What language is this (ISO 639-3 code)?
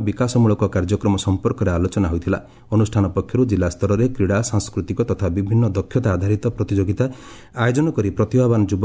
ori